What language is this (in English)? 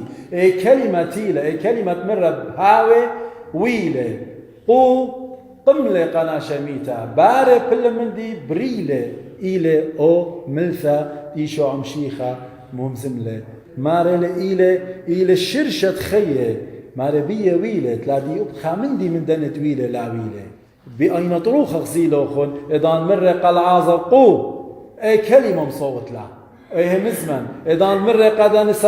Assyrian Neo-Aramaic